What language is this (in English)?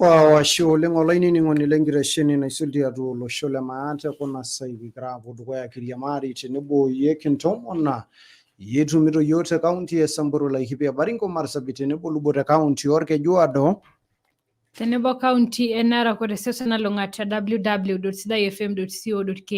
Masai